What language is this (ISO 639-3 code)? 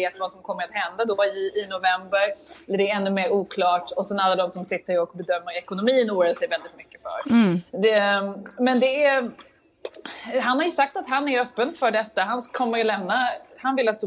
swe